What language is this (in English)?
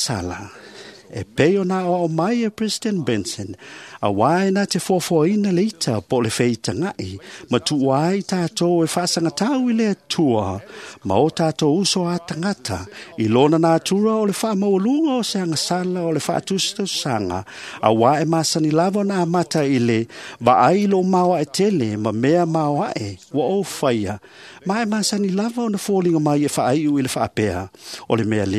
Samoan